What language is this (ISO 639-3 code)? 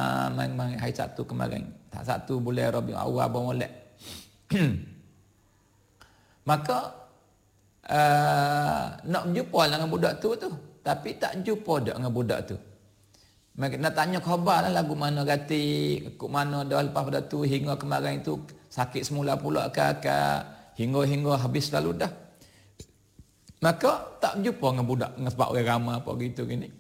msa